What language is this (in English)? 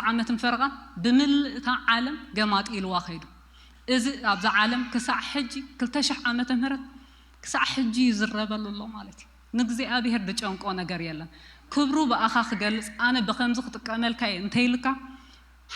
Tigrinya